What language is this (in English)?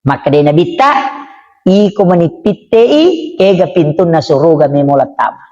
Buginese